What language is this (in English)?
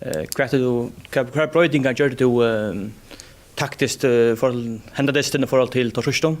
Faroese